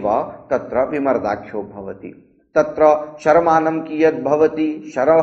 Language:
Sanskrit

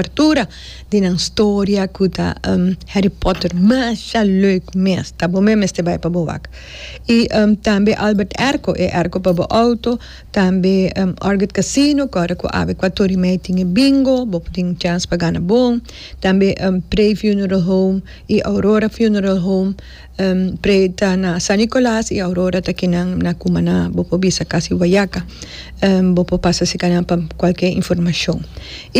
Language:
Papiamento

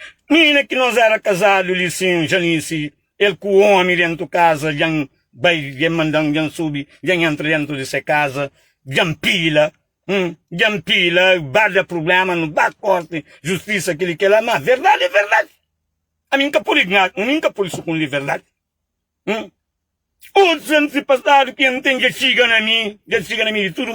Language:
Kabuverdianu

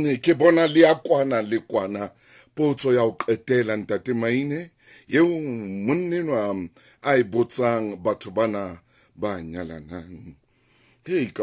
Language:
Southern Sotho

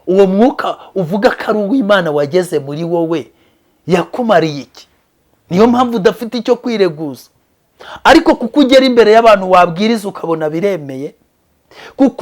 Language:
Kinyarwanda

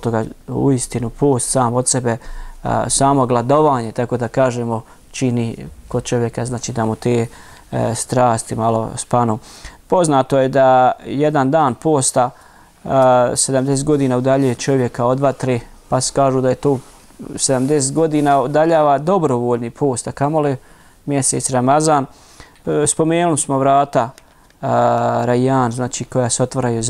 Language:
Bosnian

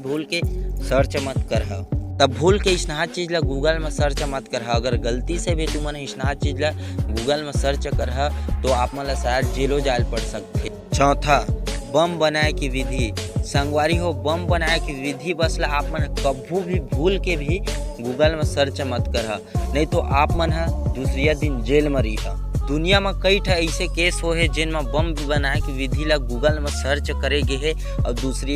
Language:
Chhattisgarhi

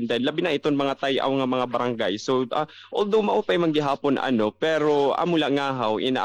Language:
Waray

